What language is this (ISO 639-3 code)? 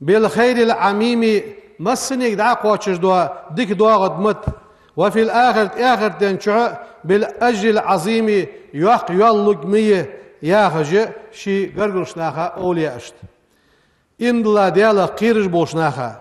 inh